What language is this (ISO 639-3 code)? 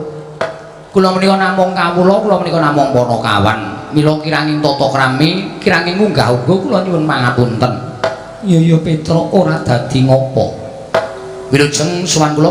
jav